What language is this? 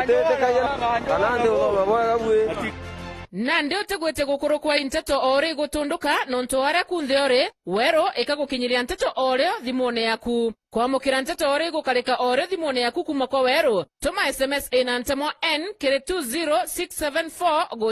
Meru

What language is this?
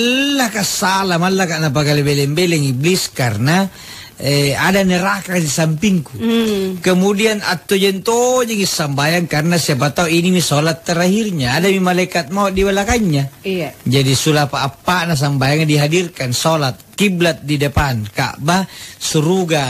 Makasar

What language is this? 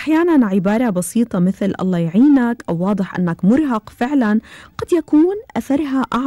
Arabic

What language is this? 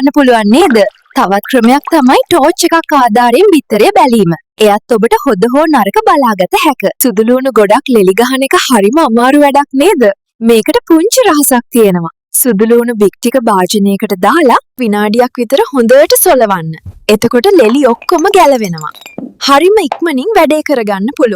Sinhala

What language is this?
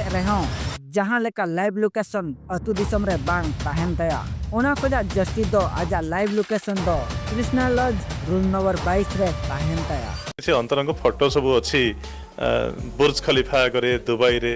Santali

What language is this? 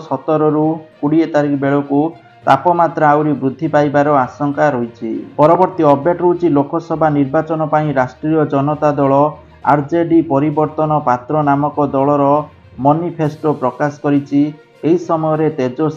Odia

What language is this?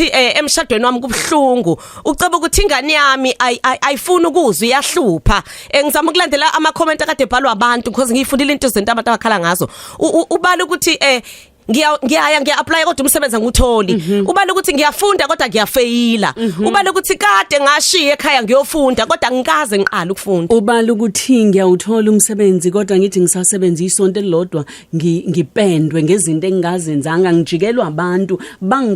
Zulu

